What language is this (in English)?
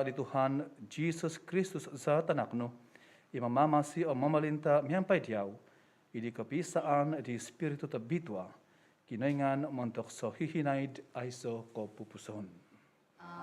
Central Dusun